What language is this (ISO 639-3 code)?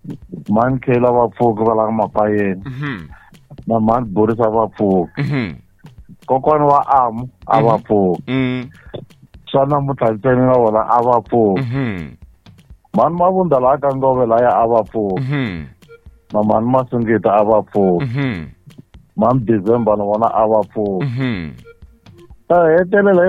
tso